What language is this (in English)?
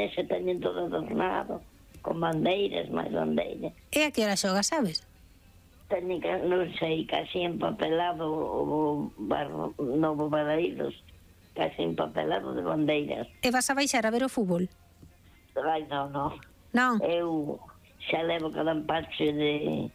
Galician